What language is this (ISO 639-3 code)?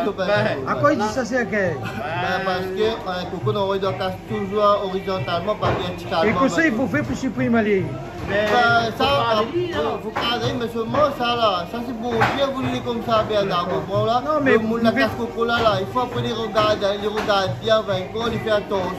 rcf